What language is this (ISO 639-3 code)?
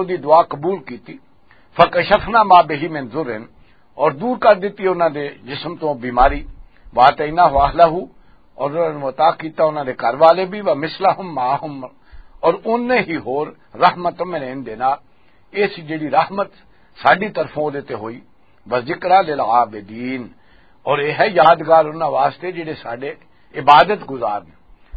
lah